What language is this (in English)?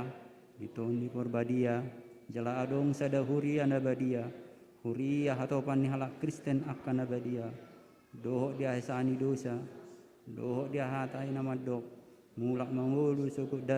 Batak Toba